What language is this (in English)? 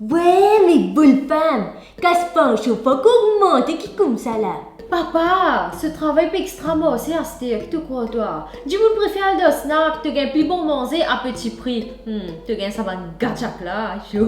Morisyen